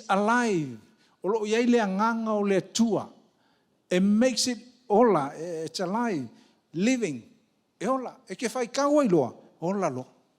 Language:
Samoan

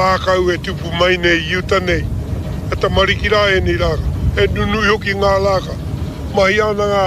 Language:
Māori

